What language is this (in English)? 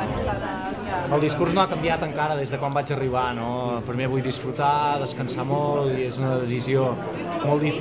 Catalan